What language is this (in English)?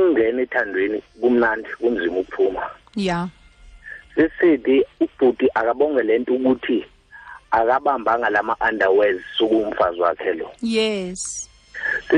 Xhosa